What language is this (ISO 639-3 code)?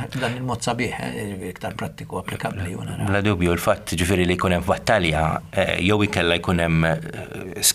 mlt